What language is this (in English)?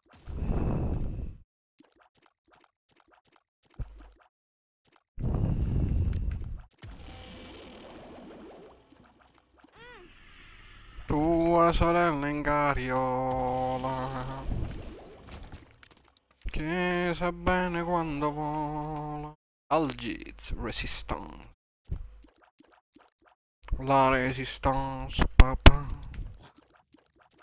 Italian